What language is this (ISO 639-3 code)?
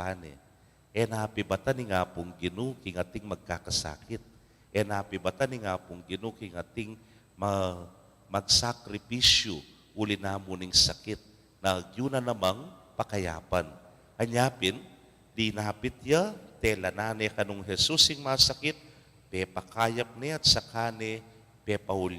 pam